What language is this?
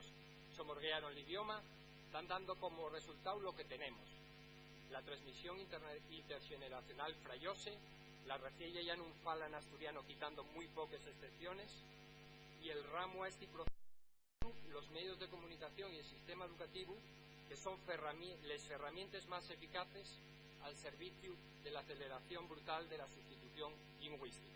Asturian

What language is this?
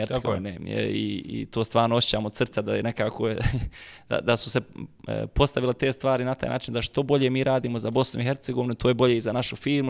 Bosnian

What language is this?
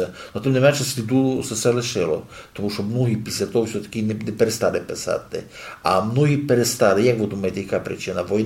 Rusyn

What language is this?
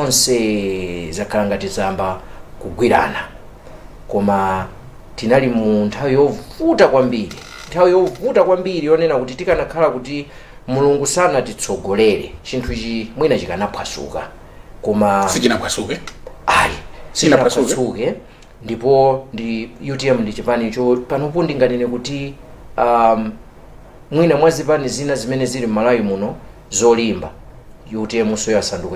Nyanja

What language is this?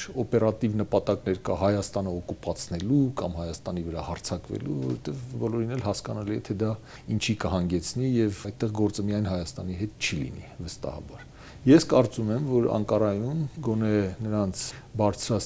Armenian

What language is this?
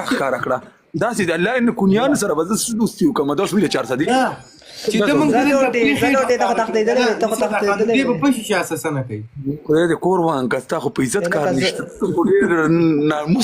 Pashto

